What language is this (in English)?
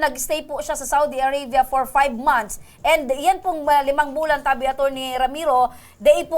Bikol